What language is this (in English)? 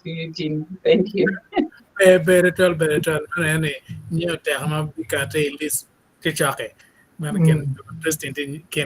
Acoli